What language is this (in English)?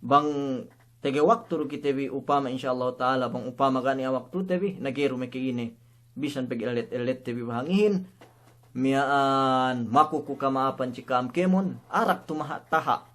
Yakan